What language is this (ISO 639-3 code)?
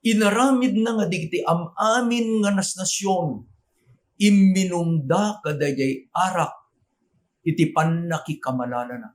ilo